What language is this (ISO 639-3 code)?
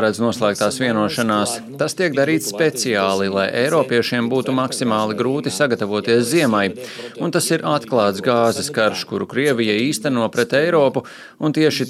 lav